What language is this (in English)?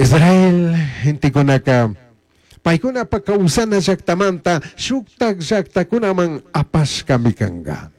Chimborazo Highland Quichua